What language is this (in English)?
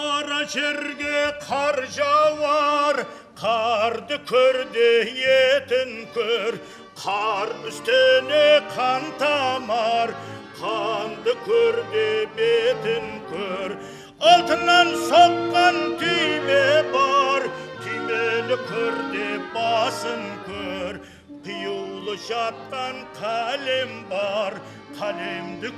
Kara-Kalpak